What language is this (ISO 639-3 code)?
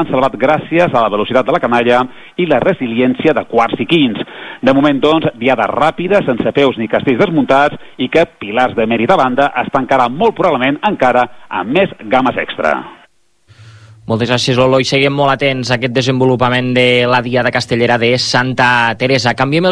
cat